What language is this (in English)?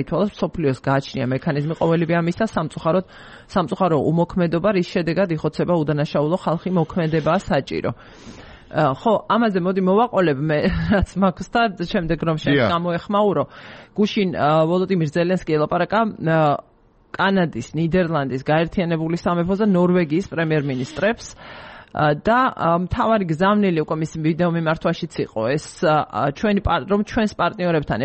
Georgian